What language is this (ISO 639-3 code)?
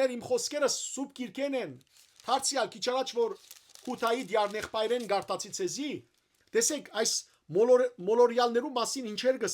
hyw